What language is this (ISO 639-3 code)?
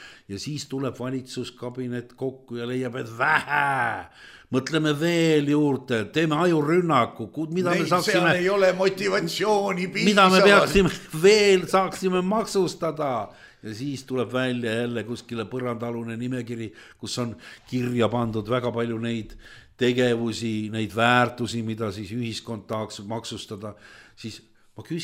est